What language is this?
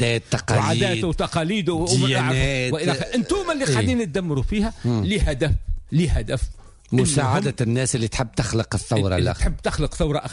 Tunisian Arabic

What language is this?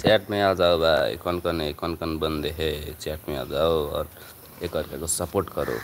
Nepali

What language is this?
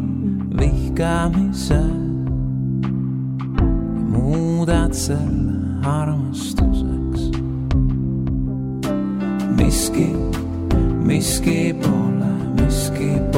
Estonian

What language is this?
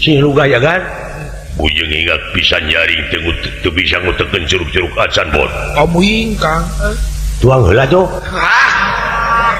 Sundanese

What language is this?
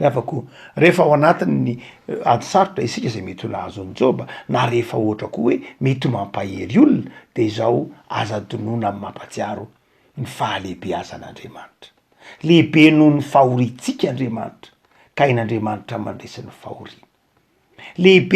Malagasy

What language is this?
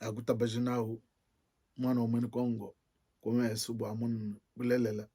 Luba-Lulua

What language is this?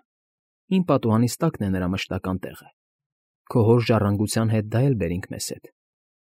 Armenian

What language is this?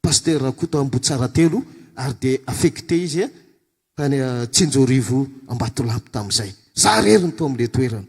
Malagasy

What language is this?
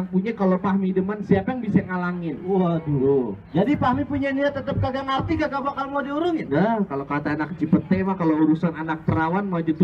Betawi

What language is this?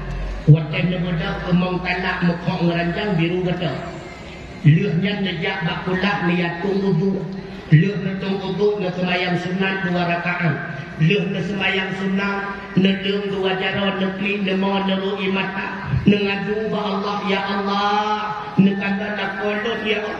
Achinese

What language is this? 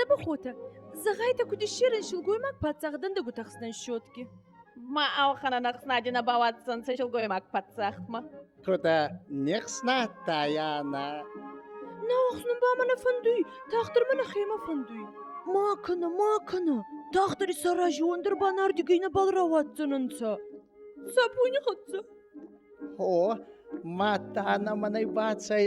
Ossetic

